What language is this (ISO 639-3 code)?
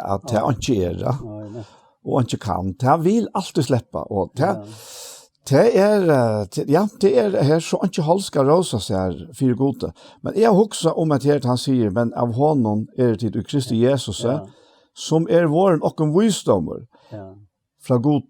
fao